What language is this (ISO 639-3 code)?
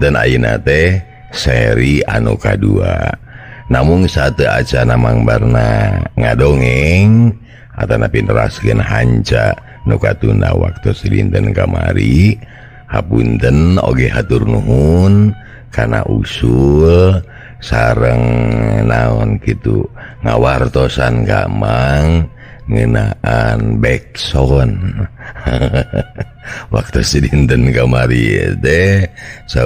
sun